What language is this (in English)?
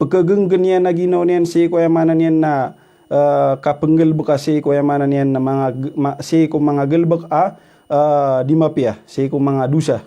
Maranao